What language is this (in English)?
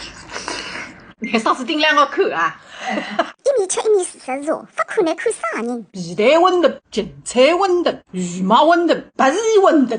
Wu Chinese